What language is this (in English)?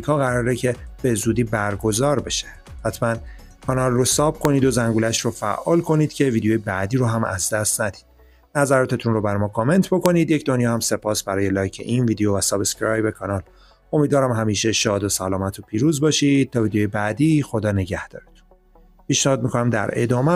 Persian